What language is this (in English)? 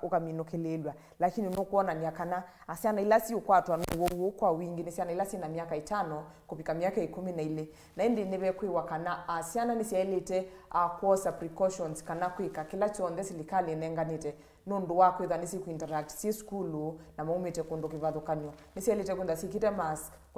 Kamba